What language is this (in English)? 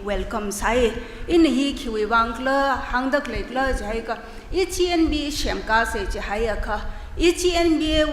Tangkhul Naga (India)